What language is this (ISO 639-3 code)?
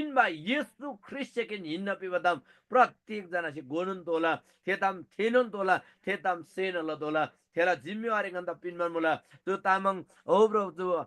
taj